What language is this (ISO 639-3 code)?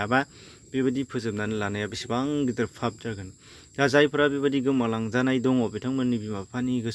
brx